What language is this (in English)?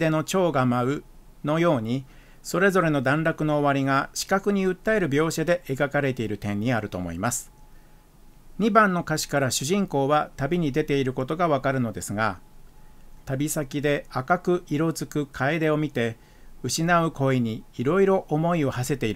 Japanese